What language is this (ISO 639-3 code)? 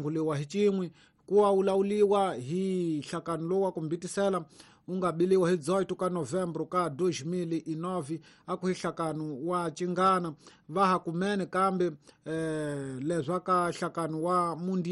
tso